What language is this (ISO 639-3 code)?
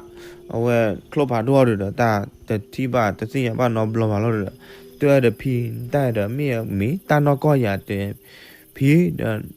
ksw